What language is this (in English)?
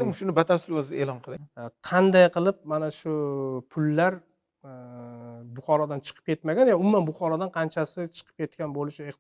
Uzbek